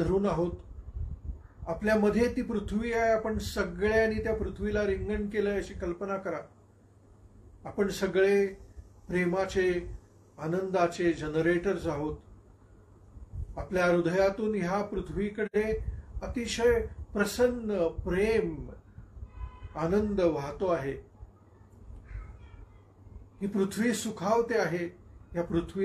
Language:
Marathi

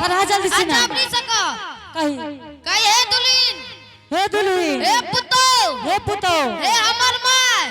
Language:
Angika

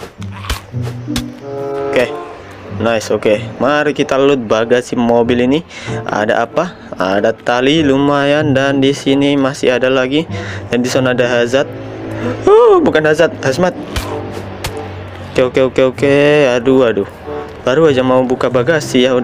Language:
Indonesian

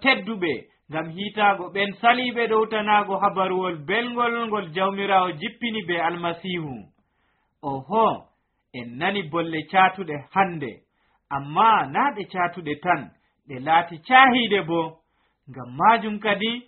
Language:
Nigerian Fulfulde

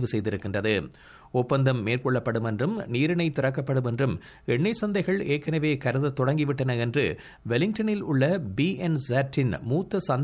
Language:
Tamil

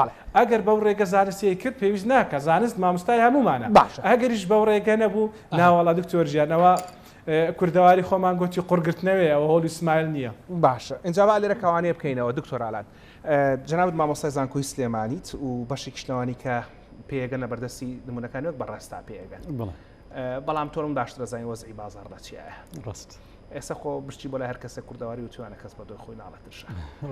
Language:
Central Kurdish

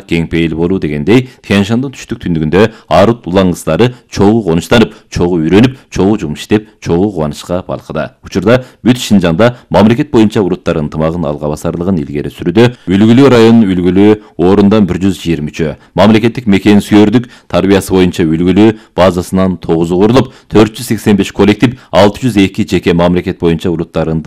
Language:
Kyrgyz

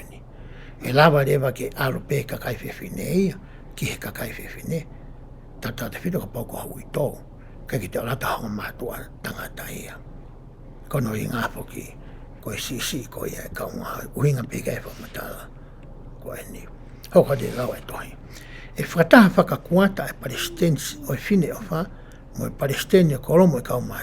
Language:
Tongan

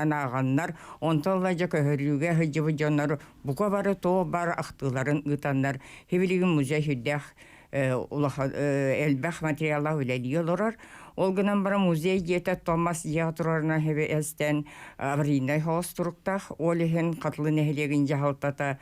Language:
Yakut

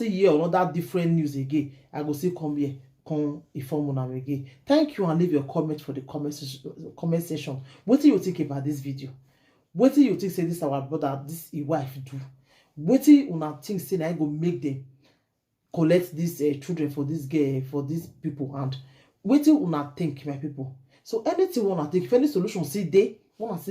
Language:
Nigerian Pidgin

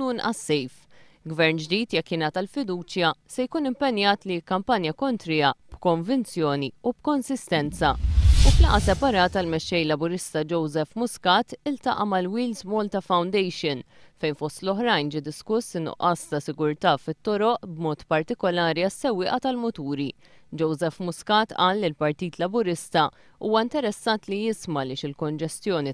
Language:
Maltese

